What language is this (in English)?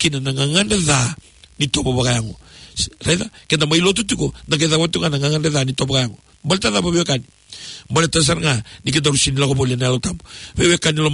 Fijian